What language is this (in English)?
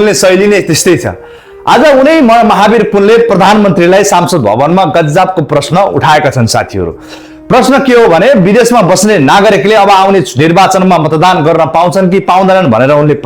Nepali